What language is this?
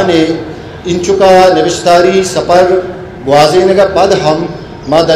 Eastern Balochi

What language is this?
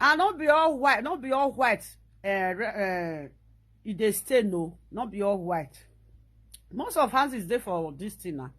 Nigerian Pidgin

